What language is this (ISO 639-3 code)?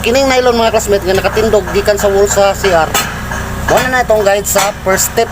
ceb